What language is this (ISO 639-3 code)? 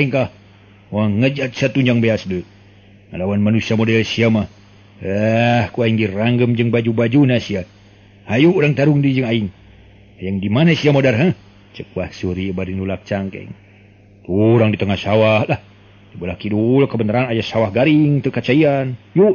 sun